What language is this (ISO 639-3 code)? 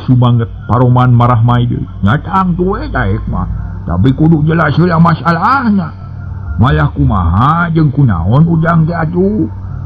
sun